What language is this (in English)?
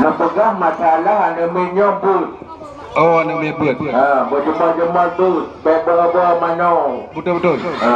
Achinese